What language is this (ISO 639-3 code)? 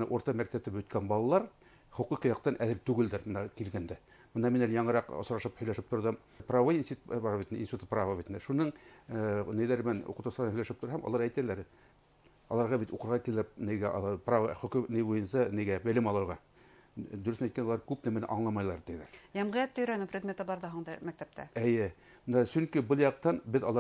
bak